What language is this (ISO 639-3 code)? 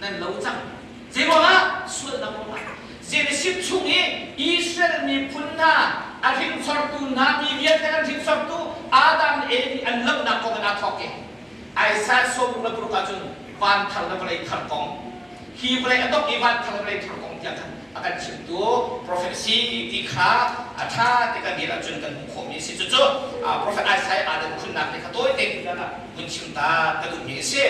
cnh